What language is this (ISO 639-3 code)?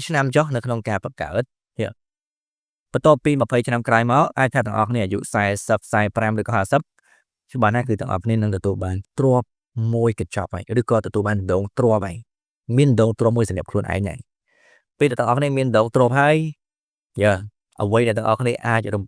khm